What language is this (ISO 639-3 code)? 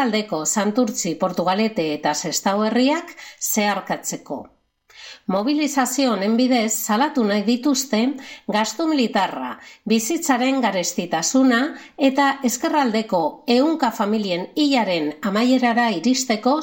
eus